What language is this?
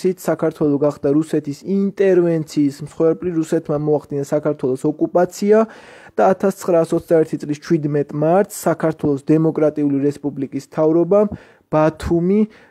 Georgian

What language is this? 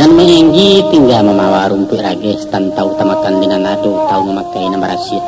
Minangkabau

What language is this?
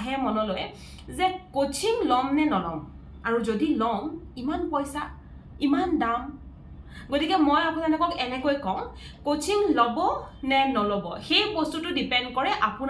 Assamese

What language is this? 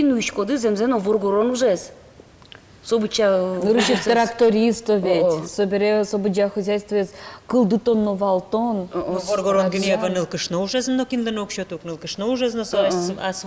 Udmurt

